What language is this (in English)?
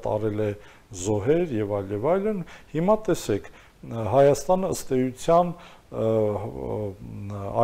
Armenian